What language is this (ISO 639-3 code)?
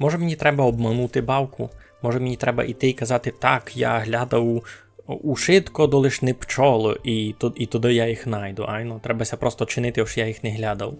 rue